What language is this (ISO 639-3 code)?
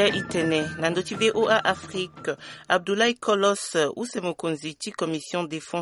sag